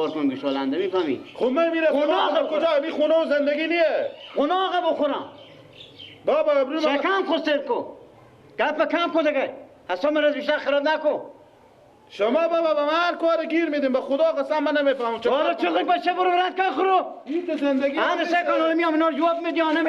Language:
Persian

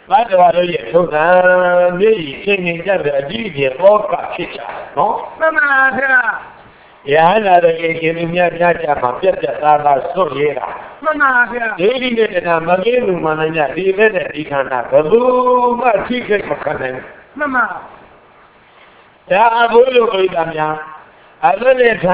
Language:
Burmese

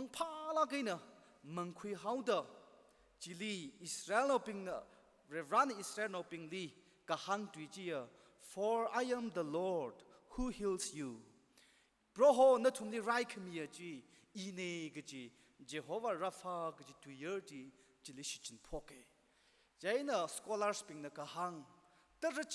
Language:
Tangkhul Naga (India)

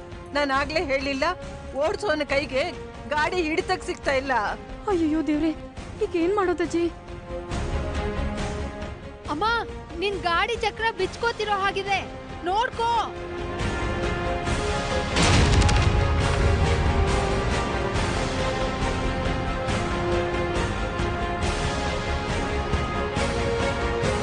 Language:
Kannada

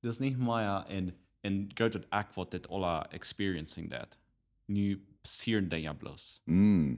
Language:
Plautdietsch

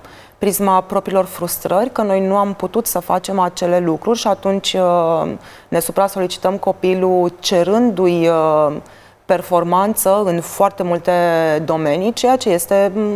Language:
Romanian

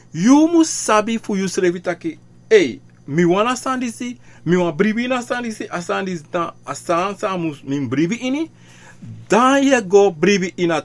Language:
Sranan Tongo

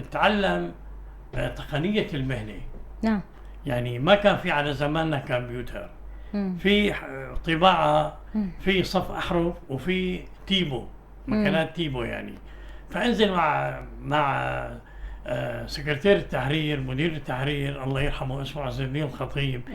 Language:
North Levantine Arabic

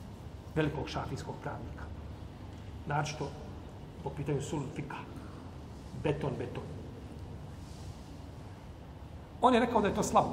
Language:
Bosnian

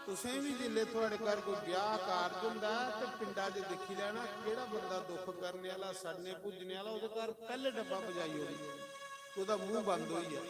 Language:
Dogri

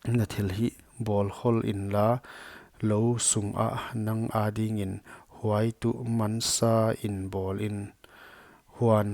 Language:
Paite Chin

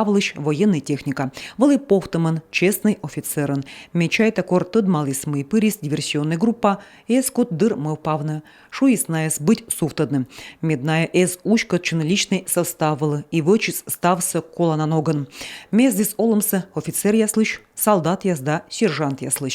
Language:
Komi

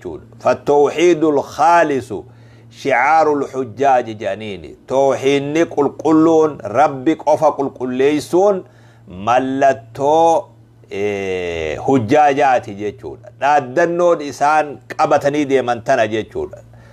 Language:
Oromo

